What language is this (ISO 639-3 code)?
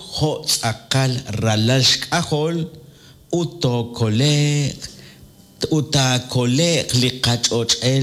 kek